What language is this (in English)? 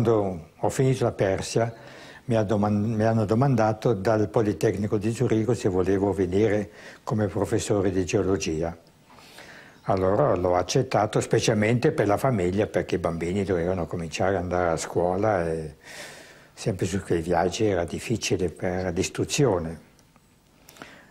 Italian